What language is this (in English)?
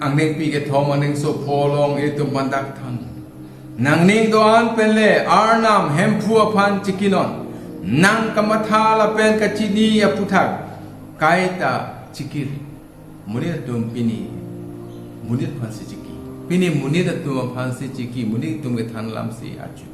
Karbi